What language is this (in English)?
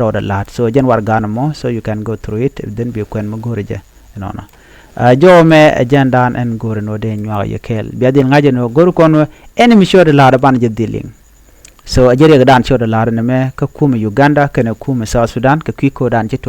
Nuer